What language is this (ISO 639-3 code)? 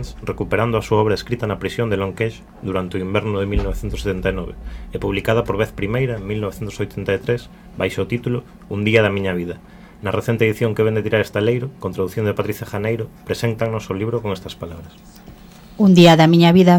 glg